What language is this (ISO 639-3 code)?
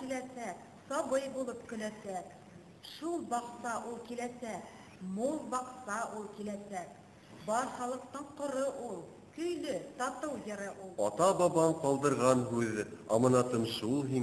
bak